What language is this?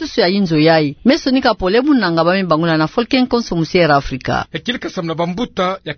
Kituba (Democratic Republic of Congo)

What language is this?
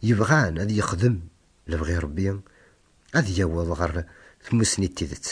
Kabyle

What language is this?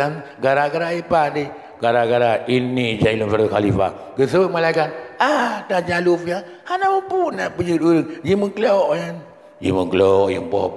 Achinese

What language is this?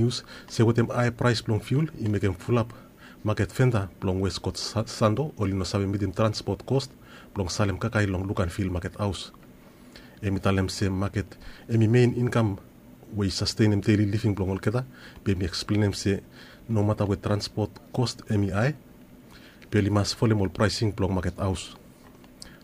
Bislama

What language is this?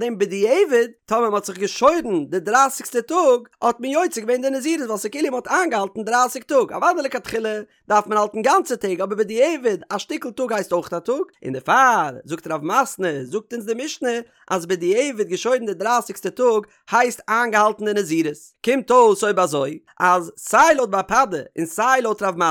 Yiddish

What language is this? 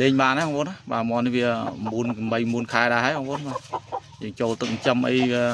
Khmer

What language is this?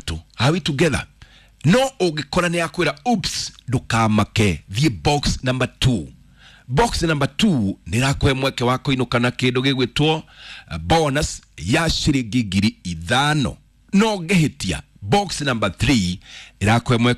Kikuyu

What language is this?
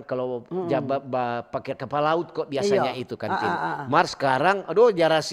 Manado Malay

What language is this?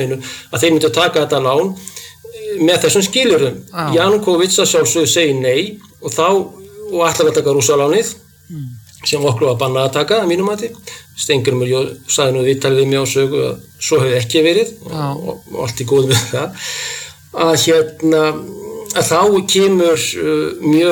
Icelandic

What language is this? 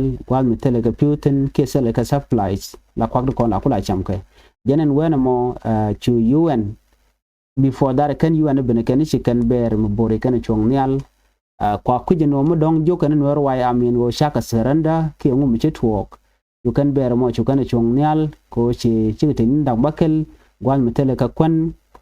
Nuer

